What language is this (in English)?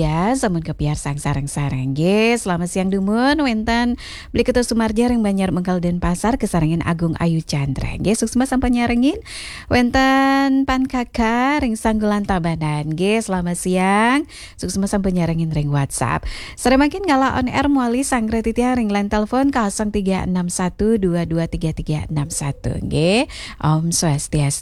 Balinese